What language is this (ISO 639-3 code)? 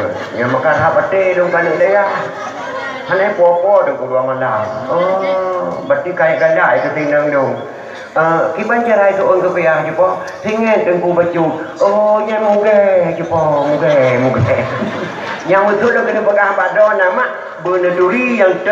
ace